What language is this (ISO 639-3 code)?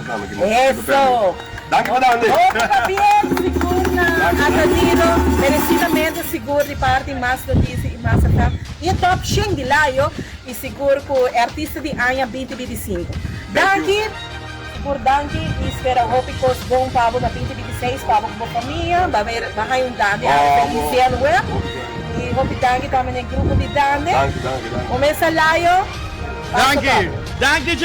pap